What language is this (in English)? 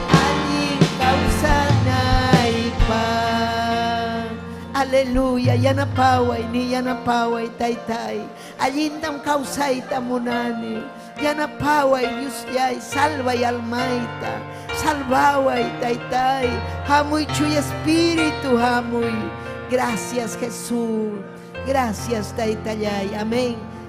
Ayacucho Quechua